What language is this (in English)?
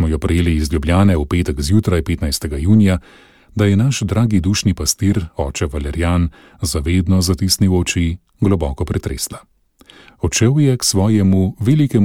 Slovenian